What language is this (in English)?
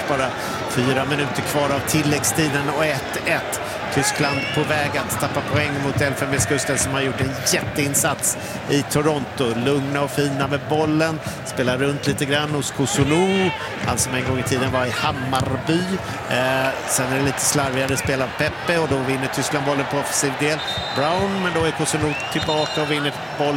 Swedish